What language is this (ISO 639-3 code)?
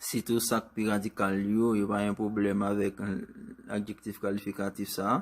hat